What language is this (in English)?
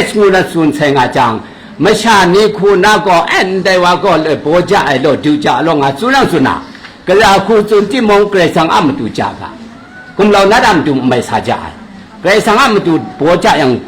Kachin